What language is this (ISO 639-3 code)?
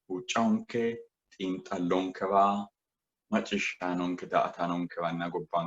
sid